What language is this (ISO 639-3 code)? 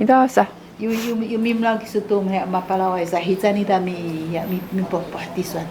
szy